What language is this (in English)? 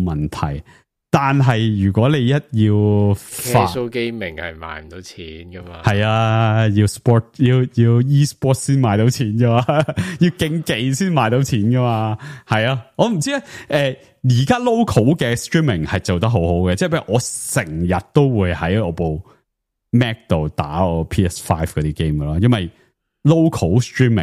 Cantonese